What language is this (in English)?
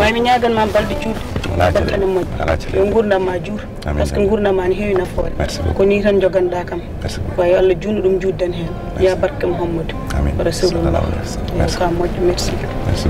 Fula